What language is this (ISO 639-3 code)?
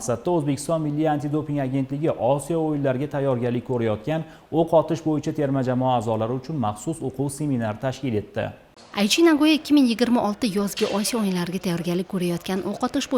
uzb